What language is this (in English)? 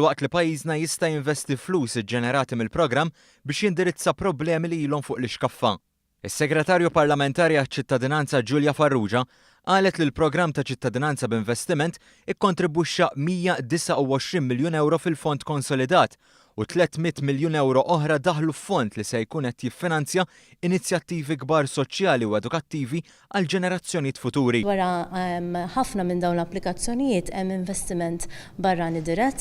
Maltese